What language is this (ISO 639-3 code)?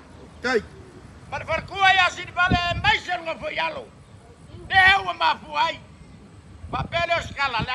smo